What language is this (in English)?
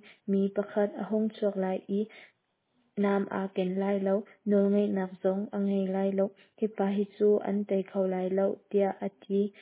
Hakha Chin